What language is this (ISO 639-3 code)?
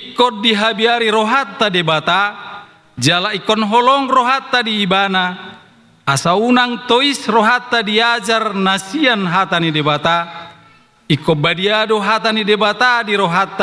bbc